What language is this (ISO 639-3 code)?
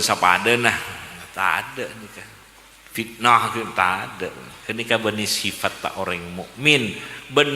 mad